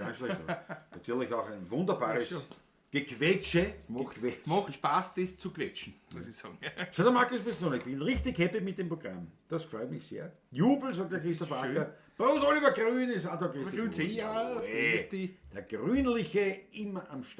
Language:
Bavarian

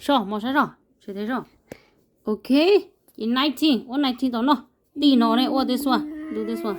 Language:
Hmong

